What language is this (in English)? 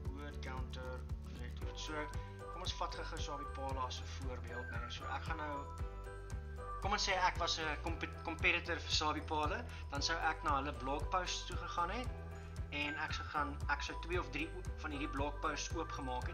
Afrikaans